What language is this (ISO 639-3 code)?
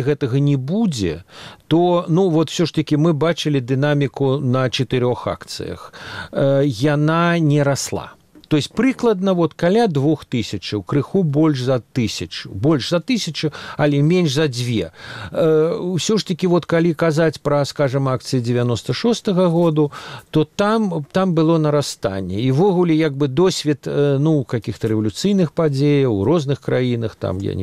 bel